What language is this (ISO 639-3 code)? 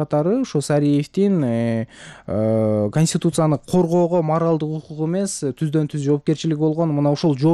kir